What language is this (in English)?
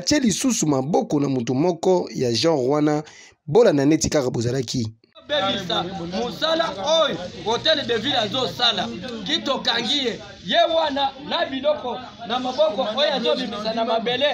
Lingala